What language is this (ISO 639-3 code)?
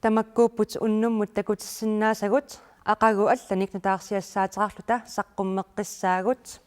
kal